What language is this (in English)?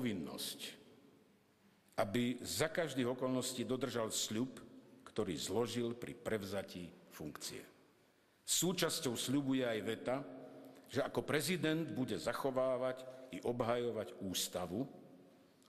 Slovak